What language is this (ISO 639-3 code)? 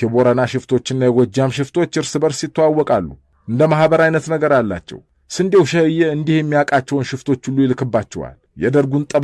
amh